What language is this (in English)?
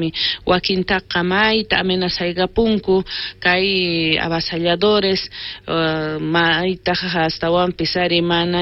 South Bolivian Quechua